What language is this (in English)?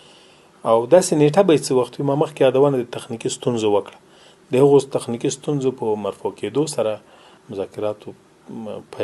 Pashto